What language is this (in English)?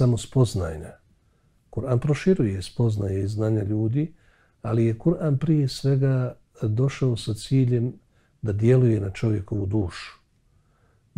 Bosnian